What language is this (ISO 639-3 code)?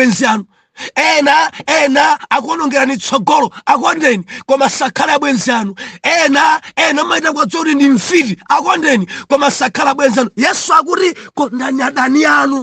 nya